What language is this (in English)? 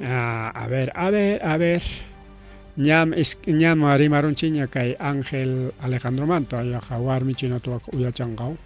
Ayacucho Quechua